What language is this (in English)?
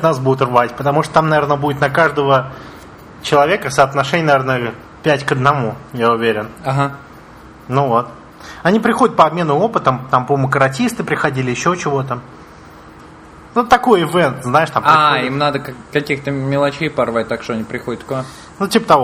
Russian